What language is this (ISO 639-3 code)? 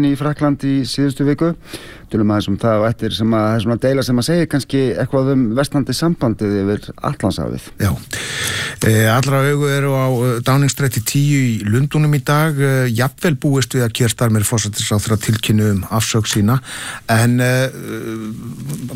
isl